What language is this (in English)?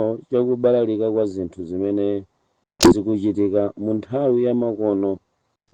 Nyanja